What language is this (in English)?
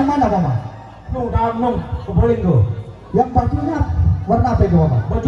Sasak